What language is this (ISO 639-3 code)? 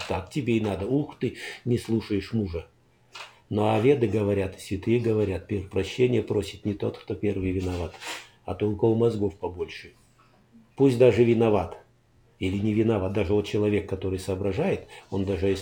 rus